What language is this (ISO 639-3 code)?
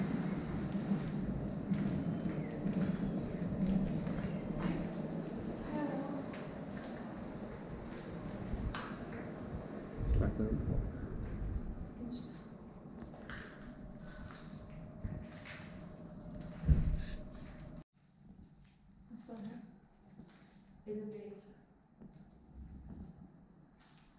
dan